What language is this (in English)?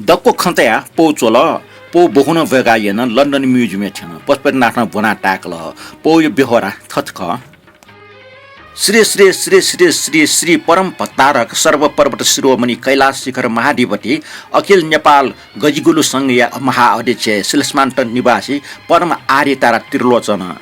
Newari